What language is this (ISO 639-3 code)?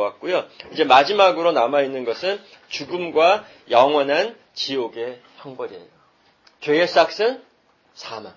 kor